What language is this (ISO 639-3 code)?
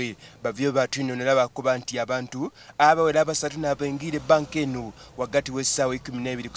xog